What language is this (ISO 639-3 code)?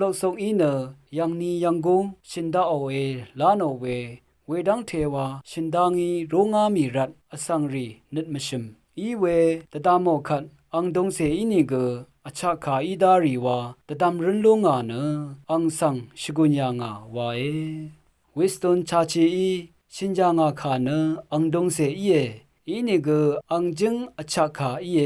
raw